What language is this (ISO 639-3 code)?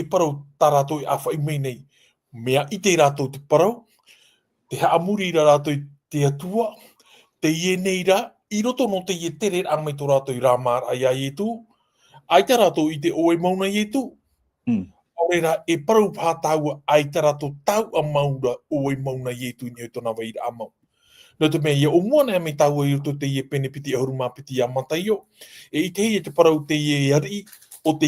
tah